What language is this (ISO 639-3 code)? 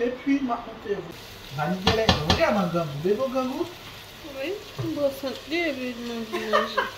hat